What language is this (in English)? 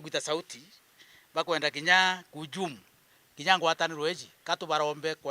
Meru